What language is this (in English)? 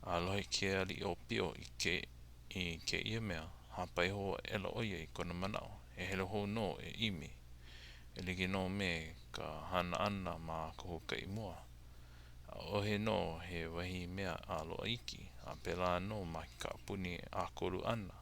Hawaiian